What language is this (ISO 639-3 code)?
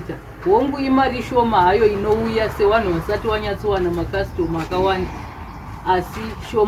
sna